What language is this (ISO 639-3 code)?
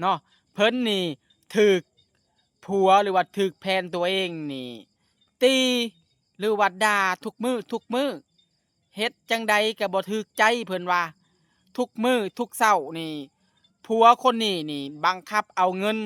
lao